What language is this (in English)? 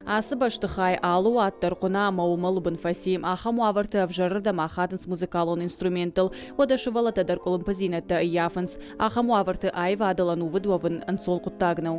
Ossetic